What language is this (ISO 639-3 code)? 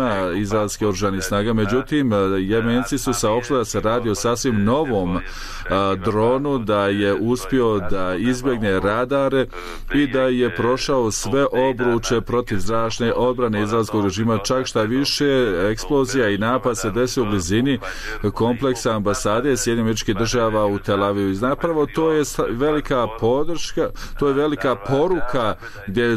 bos